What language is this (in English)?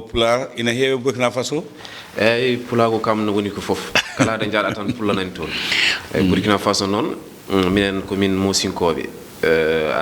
Fula